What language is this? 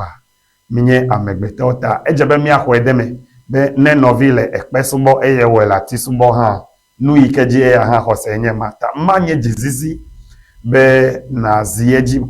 Ewe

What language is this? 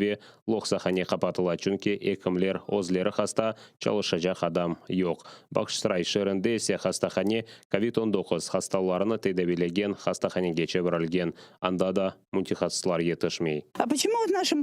Crimean Tatar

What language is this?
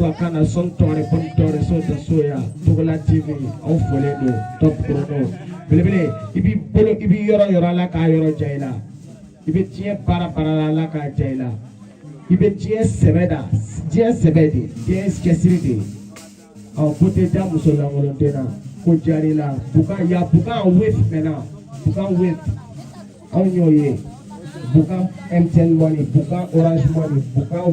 Bambara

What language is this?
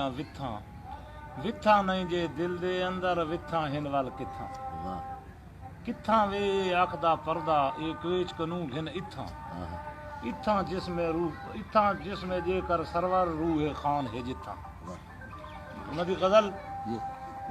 Saraiki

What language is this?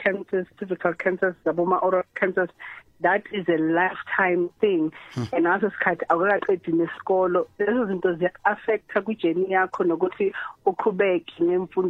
South Ndebele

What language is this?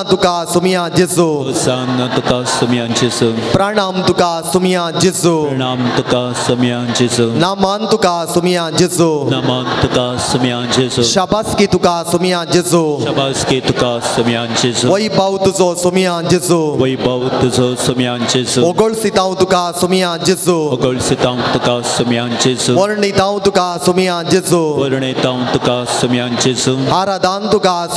Konkani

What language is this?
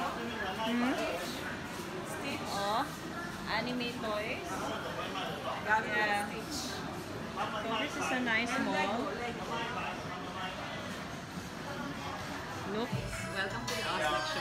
English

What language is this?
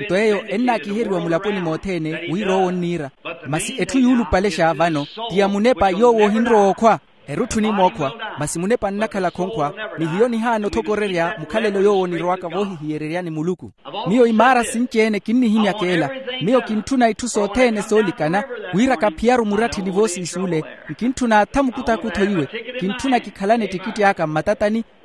Makhuwa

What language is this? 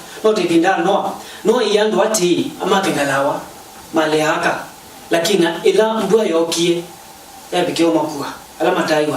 Kamba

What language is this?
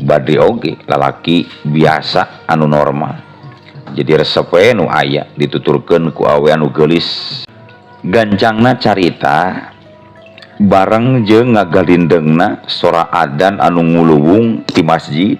Sundanese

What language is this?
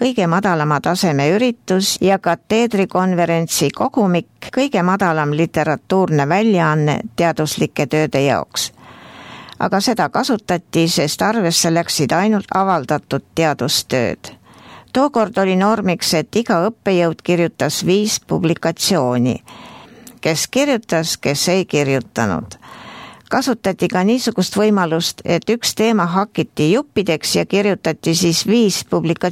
Estonian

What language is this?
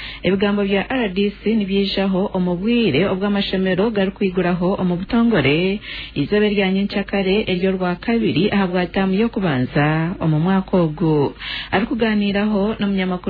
Nyankole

